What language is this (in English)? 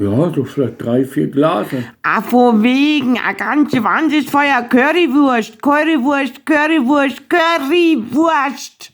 Bavarian